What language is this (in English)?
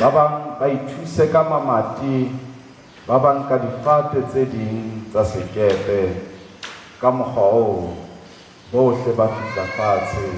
Southern Sotho